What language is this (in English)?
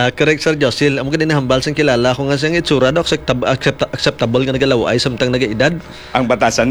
Hiligaynon